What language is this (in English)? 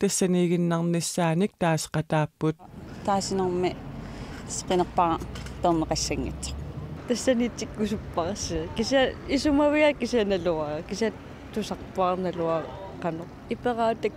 Kalaallisut